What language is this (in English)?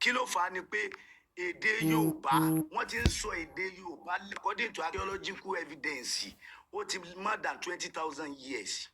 Yoruba